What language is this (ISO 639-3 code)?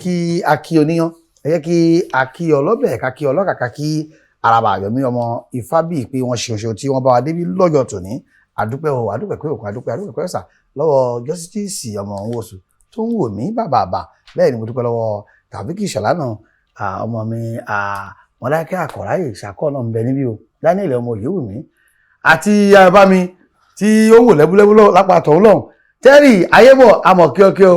yor